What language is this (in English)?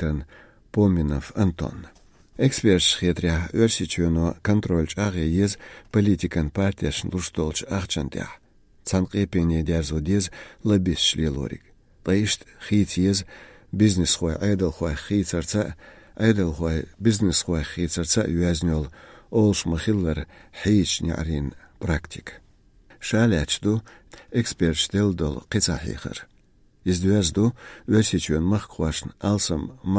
Chechen